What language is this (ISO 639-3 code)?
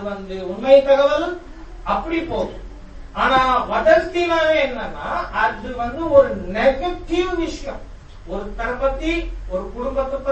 tam